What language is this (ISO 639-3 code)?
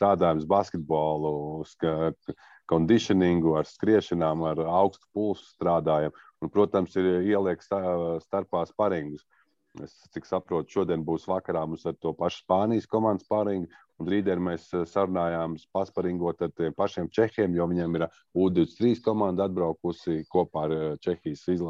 lav